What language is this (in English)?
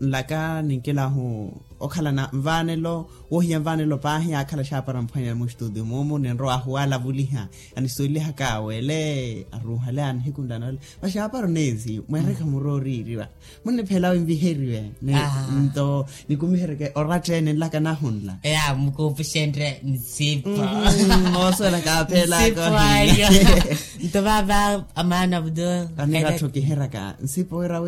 Makhuwa